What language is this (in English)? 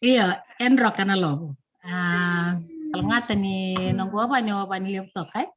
Fijian